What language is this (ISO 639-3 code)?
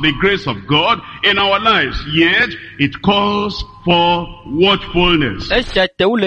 ewe